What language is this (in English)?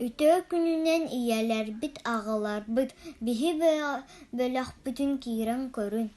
Yakut